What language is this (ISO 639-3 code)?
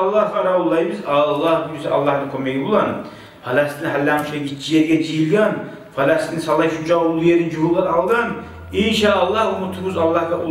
kum